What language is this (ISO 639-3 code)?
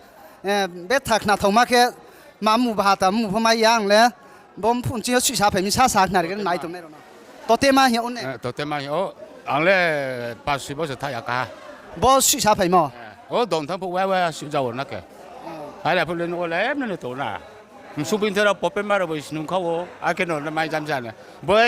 ria